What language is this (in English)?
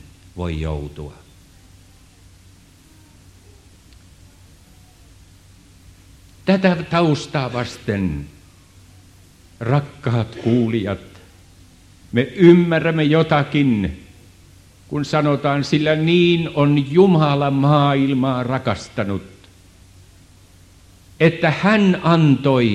Finnish